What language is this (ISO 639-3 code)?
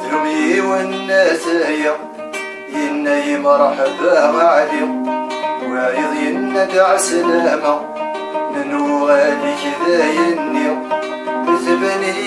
kab